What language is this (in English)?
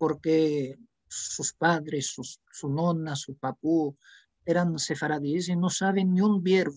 Ladino